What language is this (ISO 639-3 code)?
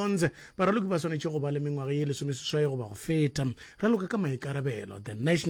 nso